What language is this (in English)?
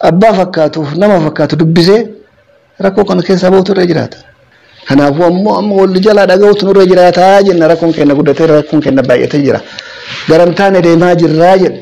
Oromo